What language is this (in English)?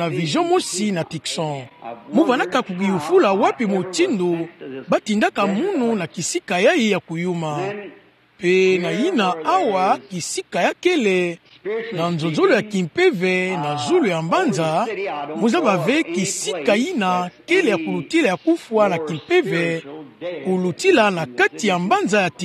Kituba (Democratic Republic of Congo)